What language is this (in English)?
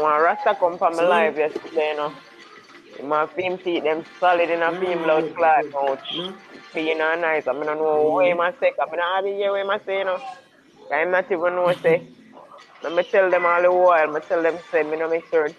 Jamaican Creole English